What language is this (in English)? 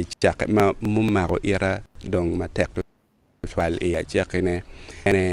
Acoli